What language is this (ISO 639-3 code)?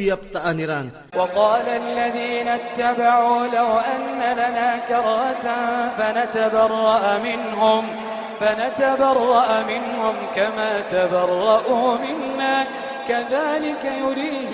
ilp